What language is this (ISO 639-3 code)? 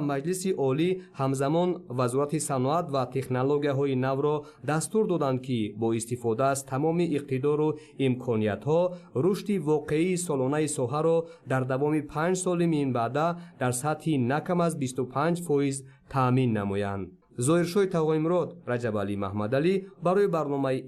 tgk